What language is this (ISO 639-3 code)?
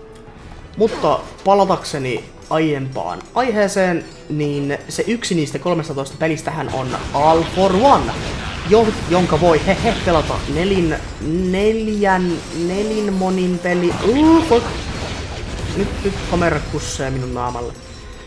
fin